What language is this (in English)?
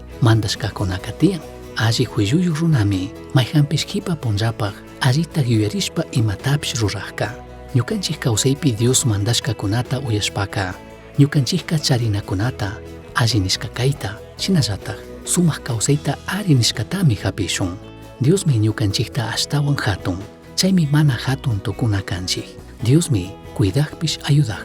Chimborazo Highland Quichua